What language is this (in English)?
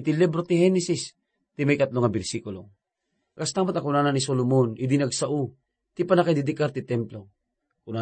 Iloko